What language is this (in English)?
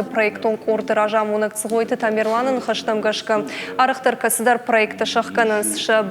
Ossetic